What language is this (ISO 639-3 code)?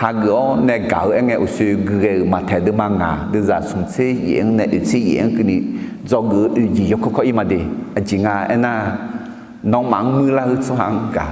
ahk